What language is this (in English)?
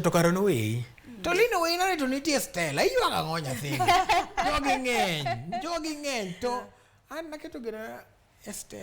Luo (Kenya and Tanzania)